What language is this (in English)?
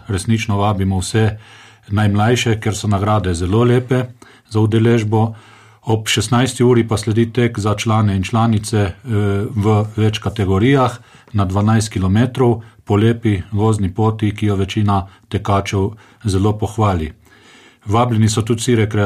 Slovenian